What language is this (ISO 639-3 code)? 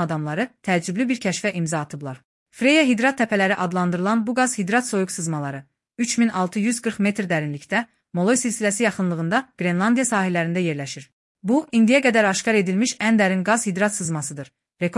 aze